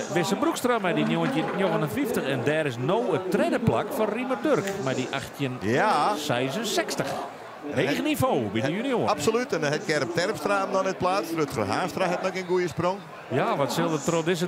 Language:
Western Frisian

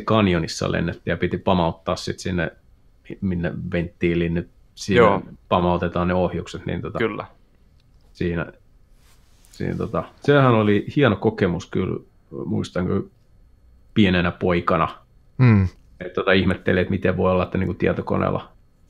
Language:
Finnish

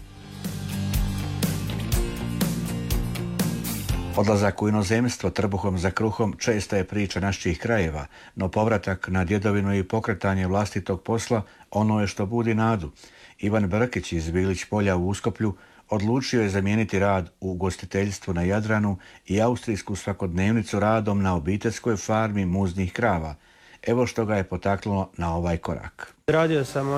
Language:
Croatian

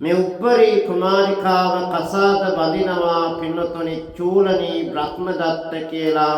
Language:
Sinhala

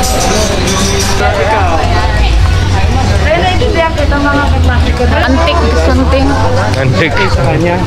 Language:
Filipino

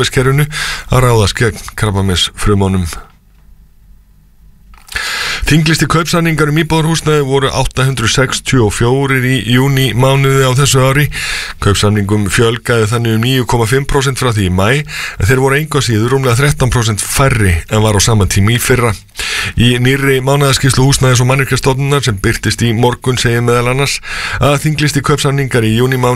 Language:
Icelandic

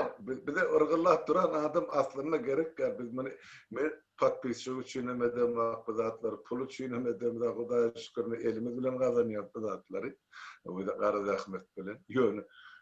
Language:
Turkmen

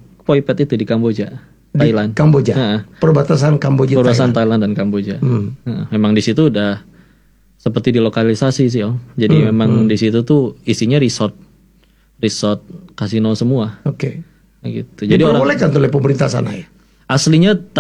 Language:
Indonesian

